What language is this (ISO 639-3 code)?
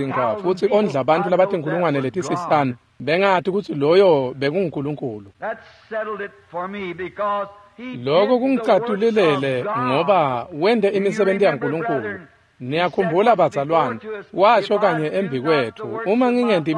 ssw